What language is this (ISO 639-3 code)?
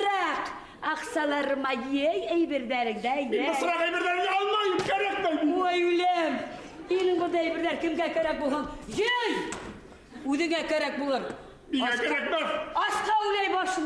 bak